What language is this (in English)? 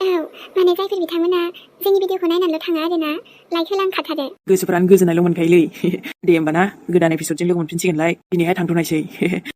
Bodo